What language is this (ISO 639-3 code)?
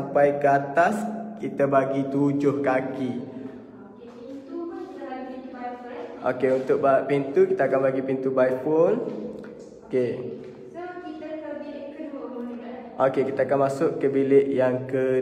msa